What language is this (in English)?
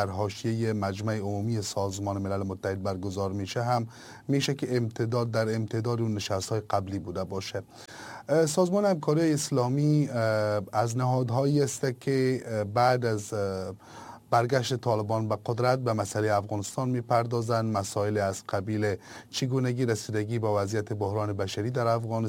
Persian